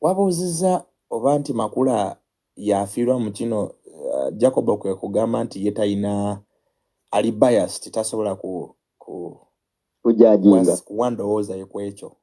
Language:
Ganda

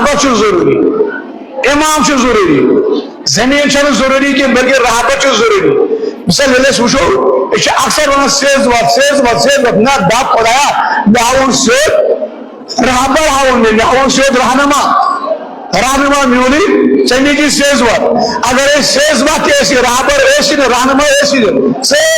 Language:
Kashmiri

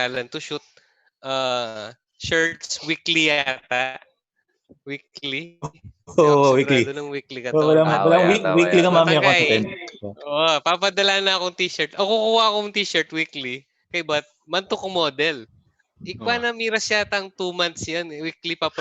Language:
Pampanga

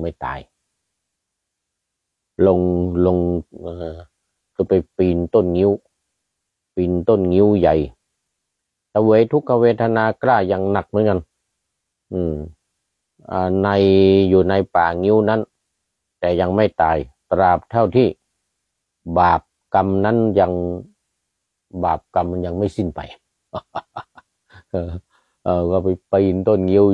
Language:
Thai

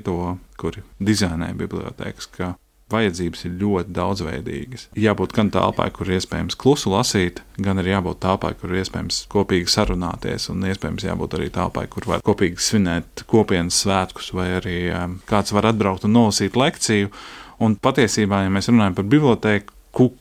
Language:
Latvian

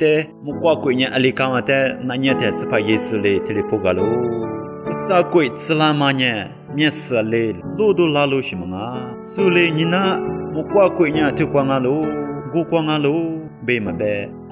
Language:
Lisu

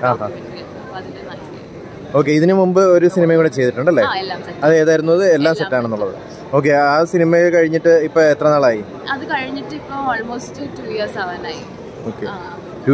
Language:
Malayalam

